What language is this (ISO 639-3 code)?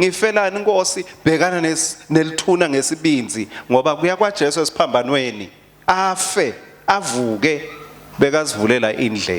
ssw